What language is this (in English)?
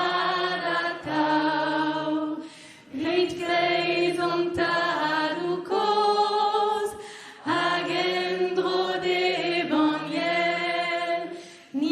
Breton